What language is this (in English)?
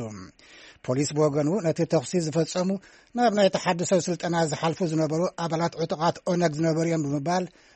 Tigrinya